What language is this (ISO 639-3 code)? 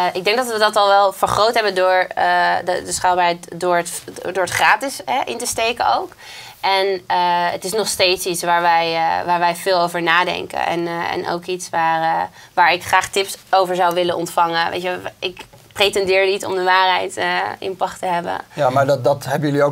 nld